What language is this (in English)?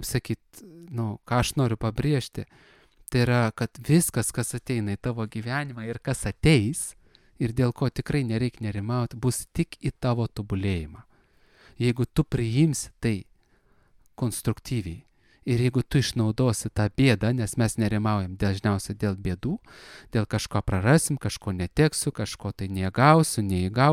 Lithuanian